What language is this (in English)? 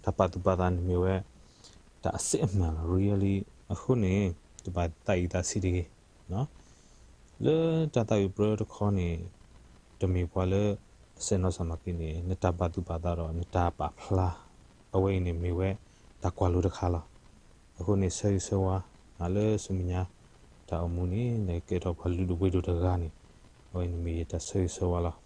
S'gaw Karen